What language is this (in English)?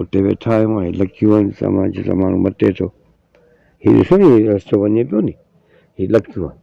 Sindhi